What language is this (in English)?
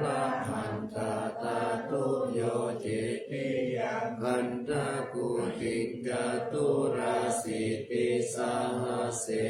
Pali